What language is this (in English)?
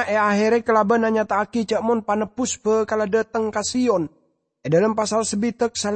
Madurese